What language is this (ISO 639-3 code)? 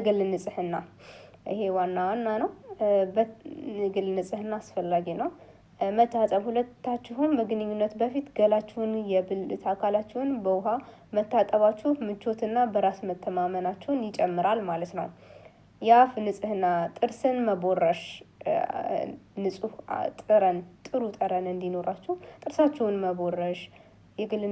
amh